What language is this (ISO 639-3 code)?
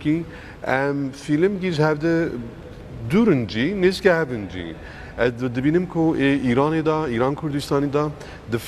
kur